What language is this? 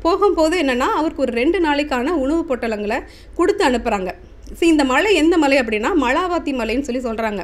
Tamil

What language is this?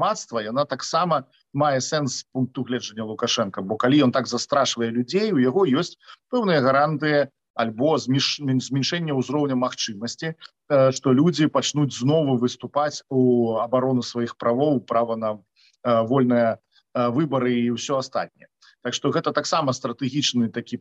Belarusian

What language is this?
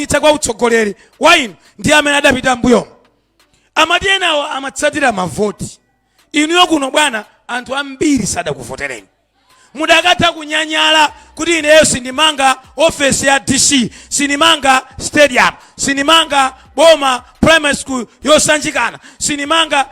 Nyanja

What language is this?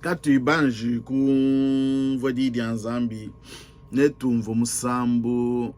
Luba-Lulua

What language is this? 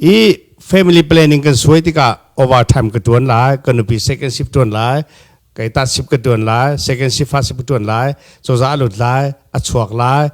Hakha Chin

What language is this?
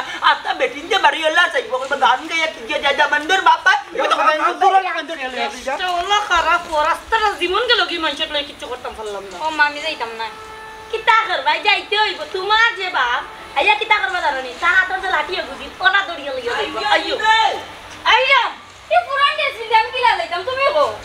Sylheti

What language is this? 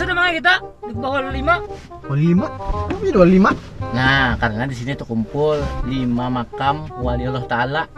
Banjar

